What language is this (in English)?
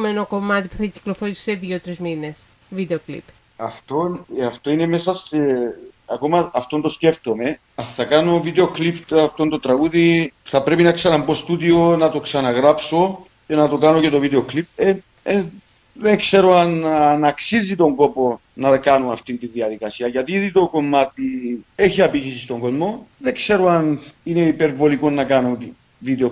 Greek